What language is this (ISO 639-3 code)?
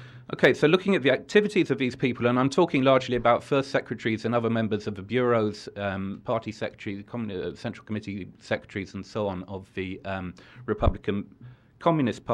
eng